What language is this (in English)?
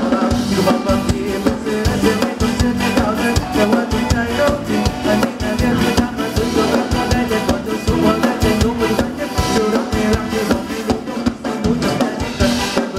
Thai